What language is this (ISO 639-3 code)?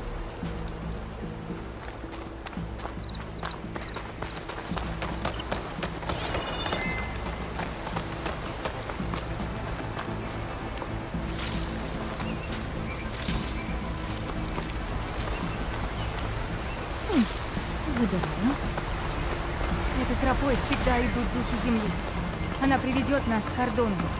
rus